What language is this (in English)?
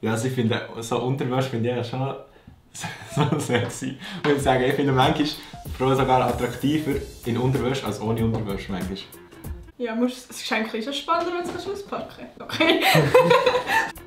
Swiss German